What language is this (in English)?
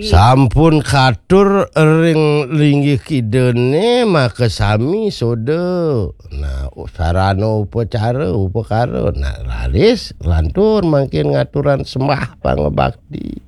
Balinese